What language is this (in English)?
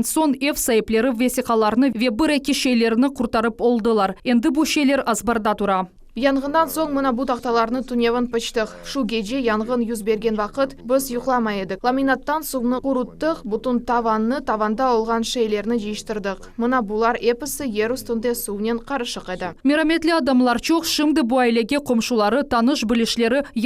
Crimean Tatar